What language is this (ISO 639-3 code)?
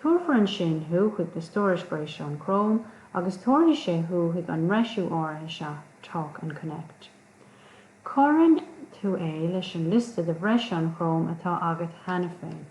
gle